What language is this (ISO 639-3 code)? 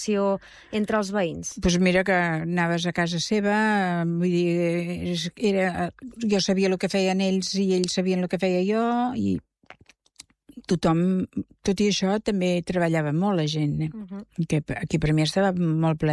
cat